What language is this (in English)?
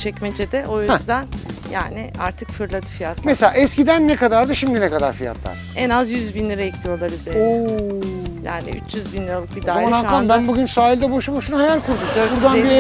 Turkish